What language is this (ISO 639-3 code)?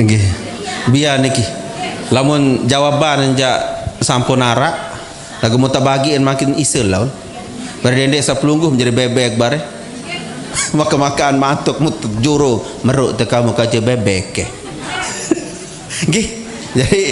sas